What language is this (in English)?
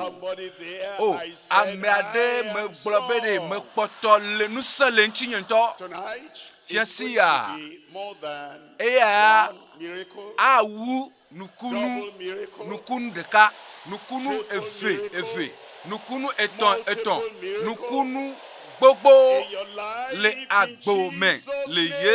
Ewe